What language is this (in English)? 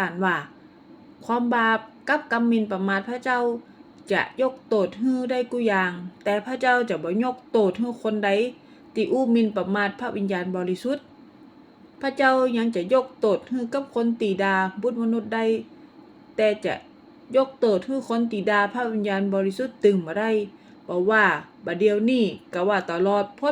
Northern Thai